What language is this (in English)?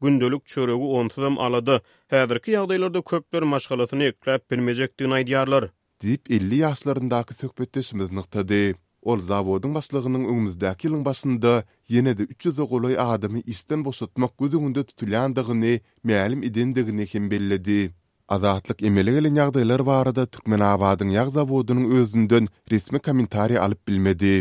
Turkmen